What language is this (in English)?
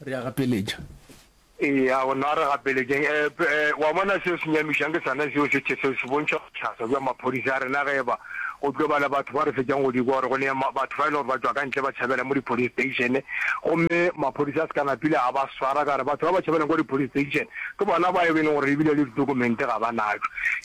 Northern Sotho